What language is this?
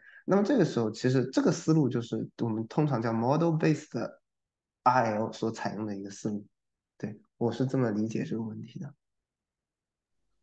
Chinese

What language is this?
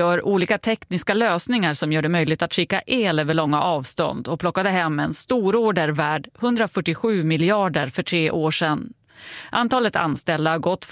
Swedish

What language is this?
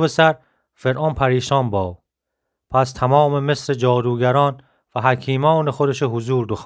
Gilaki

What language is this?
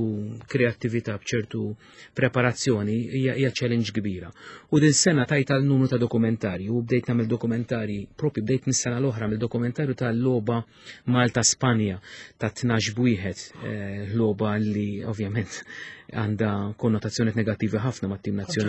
Maltese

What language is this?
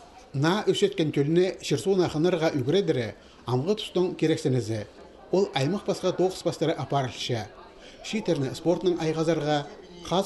Khakas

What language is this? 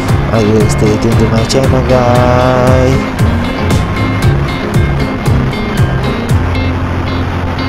Malay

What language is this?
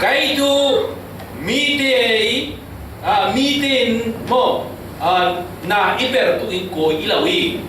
Falam Chin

